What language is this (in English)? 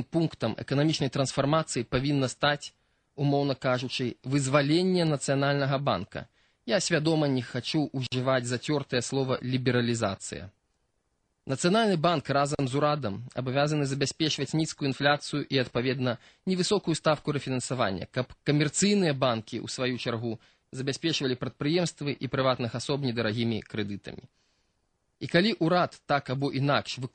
Belarusian